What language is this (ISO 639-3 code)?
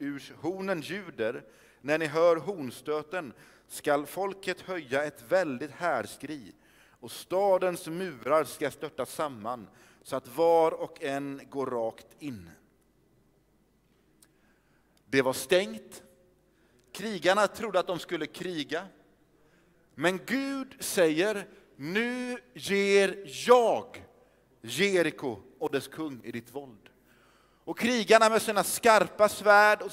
swe